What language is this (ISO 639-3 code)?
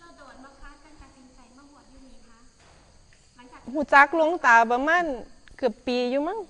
tts